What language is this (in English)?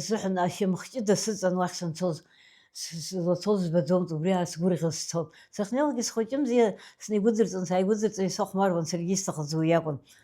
Abkhazian